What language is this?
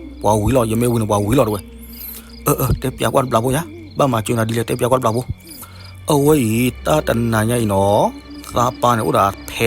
S'gaw Karen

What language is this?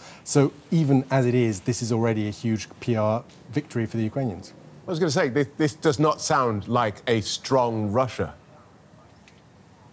English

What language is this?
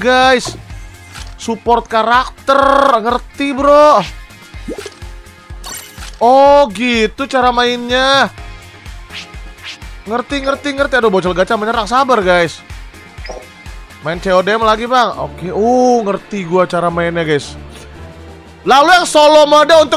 Indonesian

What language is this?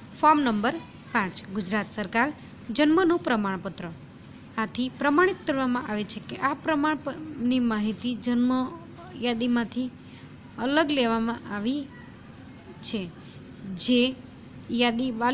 Gujarati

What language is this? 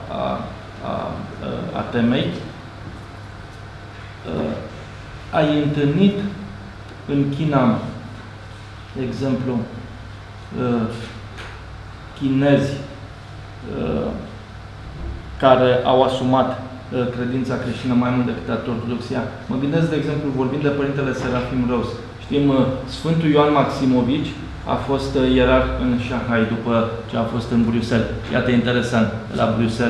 Romanian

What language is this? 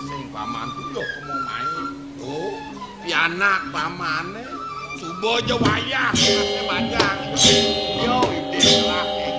Balinese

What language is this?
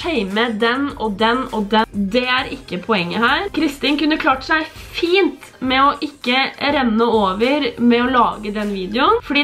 Norwegian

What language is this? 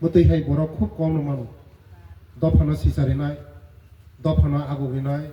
Riang (India)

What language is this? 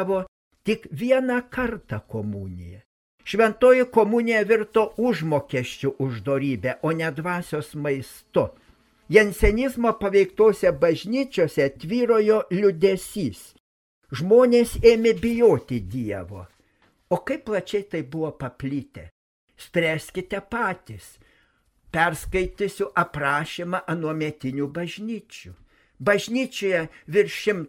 Lithuanian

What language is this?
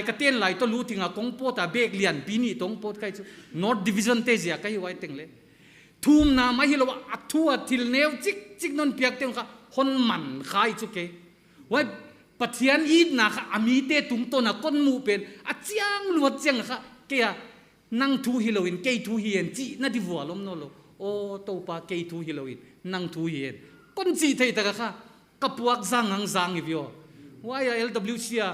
Paite Chin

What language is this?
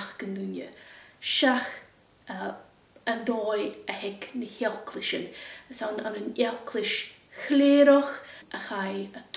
Scottish Gaelic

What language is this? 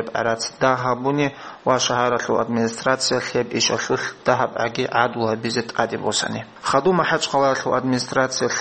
Avaric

